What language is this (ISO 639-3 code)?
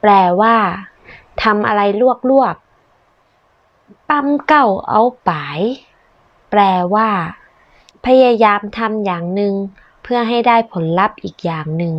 nod